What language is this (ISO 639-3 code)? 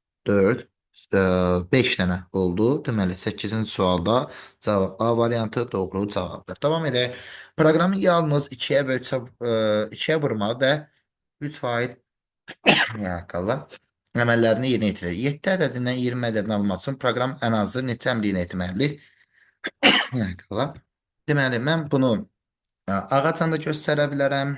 aze